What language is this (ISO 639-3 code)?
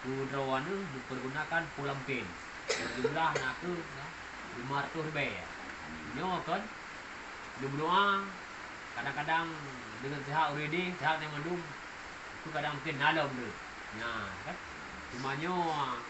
ace